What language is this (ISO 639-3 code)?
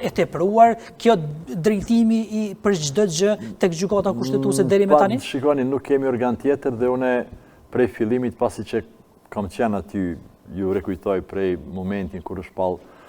sqi